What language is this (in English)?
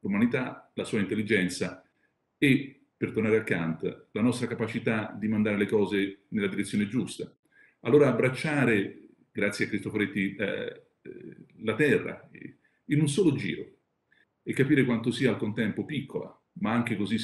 Italian